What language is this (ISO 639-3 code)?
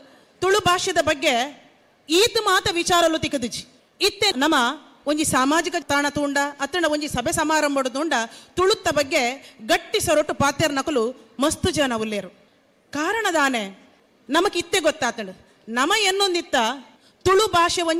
tcy